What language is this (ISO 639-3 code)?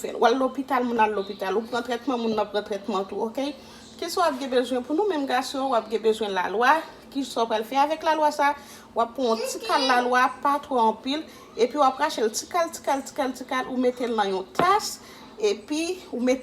hat